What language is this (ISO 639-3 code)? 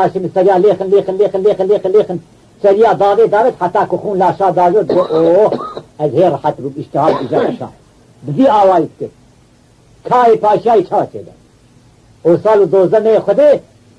kur